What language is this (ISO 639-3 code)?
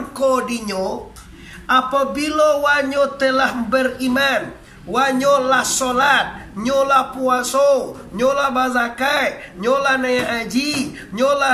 min